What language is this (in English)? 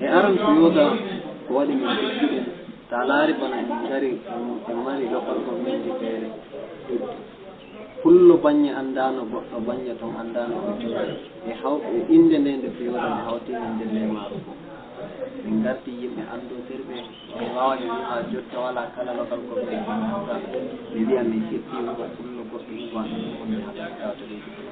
Fula